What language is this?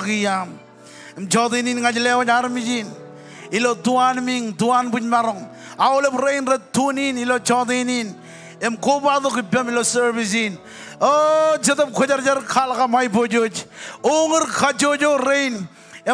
Marshallese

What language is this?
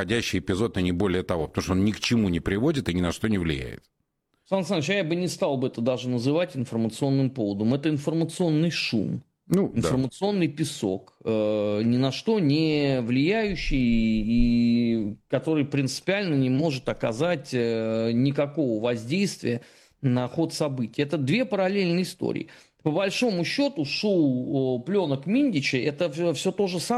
Russian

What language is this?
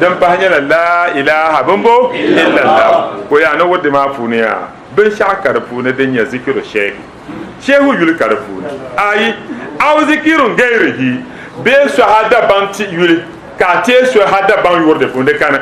Dagbani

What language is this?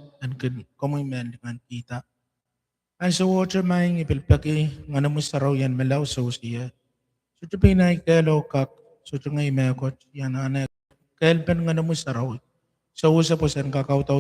Pohnpeian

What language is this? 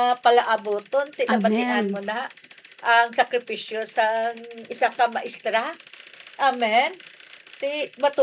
Hiligaynon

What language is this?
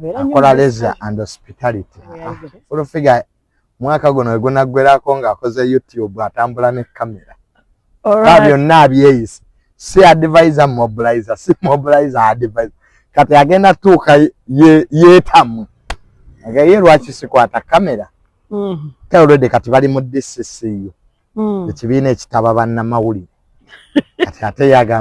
Ganda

